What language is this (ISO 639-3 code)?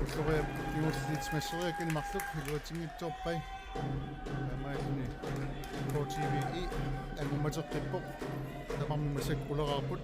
kal